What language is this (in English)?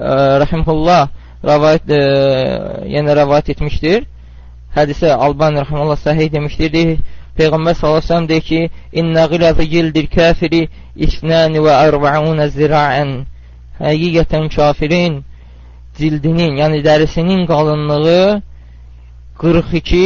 Azerbaijani